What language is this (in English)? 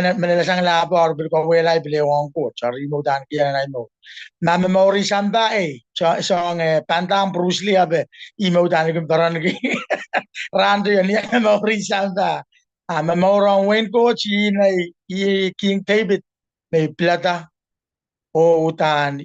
Pohnpeian